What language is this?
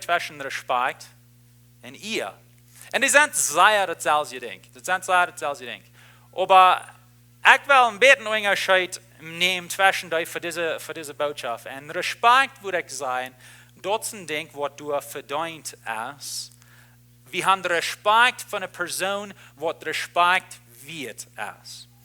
Plautdietsch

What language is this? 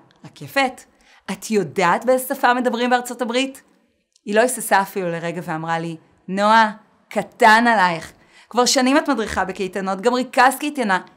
Hebrew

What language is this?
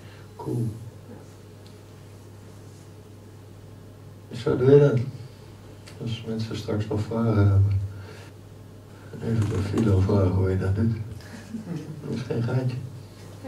Dutch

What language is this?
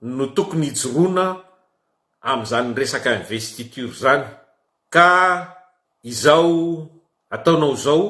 Malagasy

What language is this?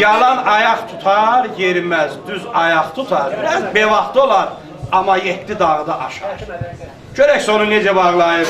South Azerbaijani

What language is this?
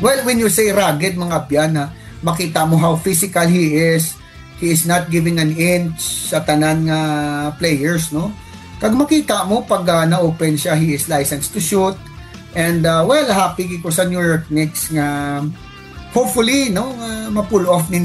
Hiligaynon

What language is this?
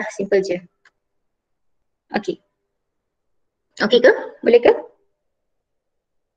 Malay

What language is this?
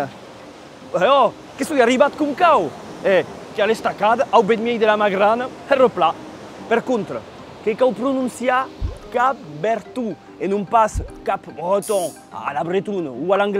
Occitan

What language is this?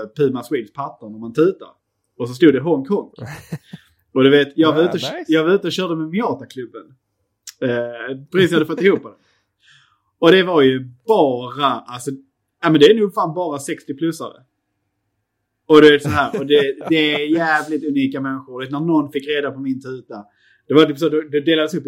Swedish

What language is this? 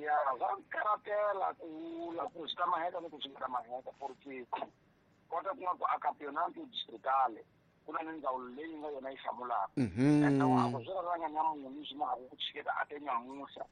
Tsonga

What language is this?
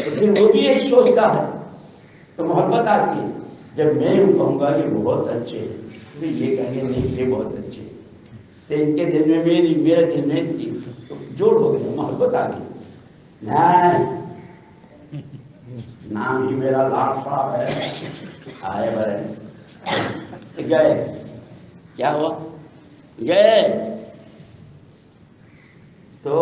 Urdu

